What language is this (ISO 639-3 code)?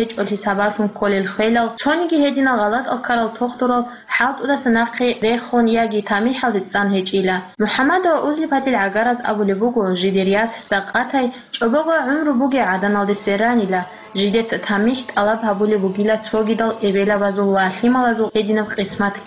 ava